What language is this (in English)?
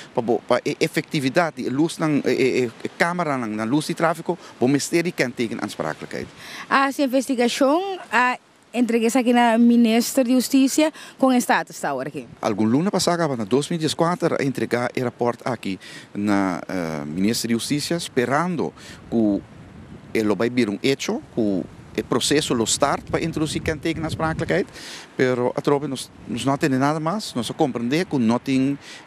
Papiamento